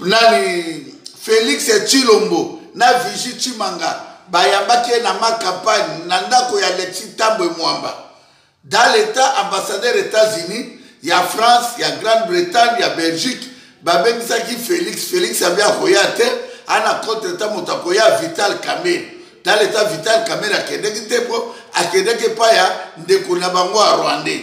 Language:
Lingala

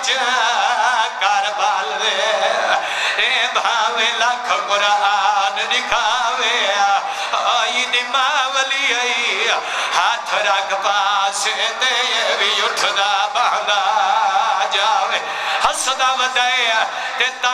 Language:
Saraiki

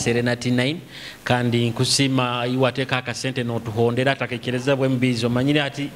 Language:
Nyoro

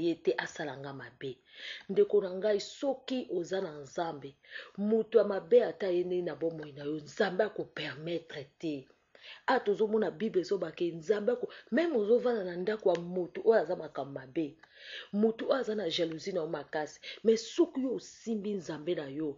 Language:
Lingala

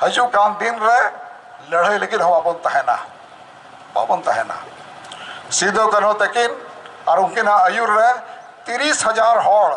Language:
Santali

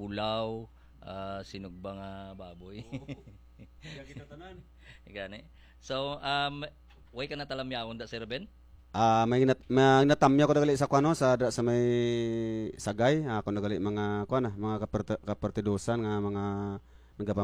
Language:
Hiligaynon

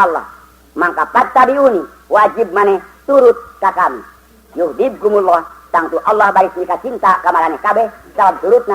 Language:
Sundanese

